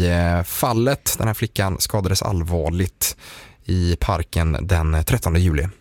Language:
Swedish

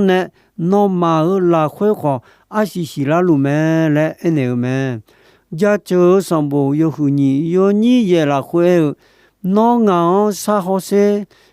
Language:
Akha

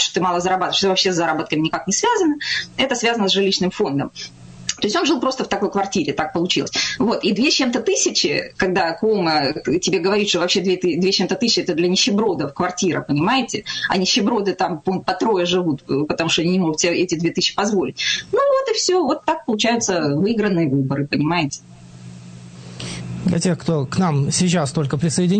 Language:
Russian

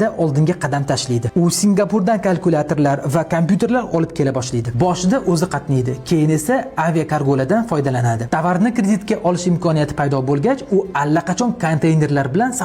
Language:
Uzbek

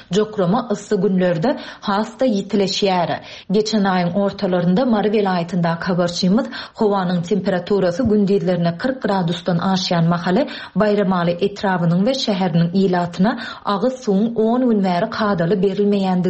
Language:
Turkmen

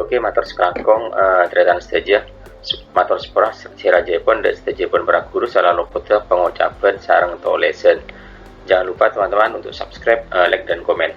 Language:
Madurese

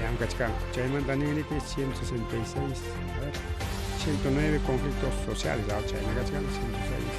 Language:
Ayacucho Quechua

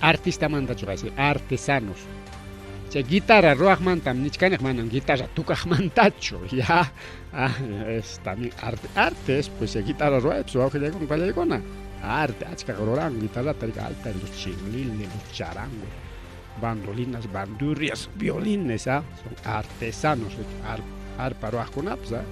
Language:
Ayacucho Quechua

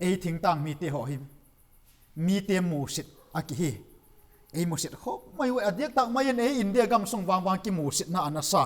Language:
Vaiphei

